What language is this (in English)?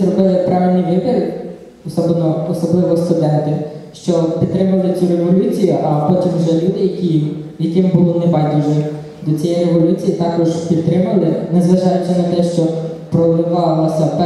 Ukrainian